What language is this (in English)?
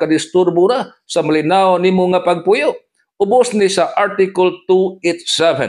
Cebuano